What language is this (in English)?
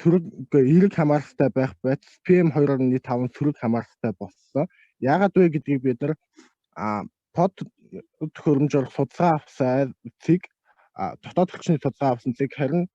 Mongolian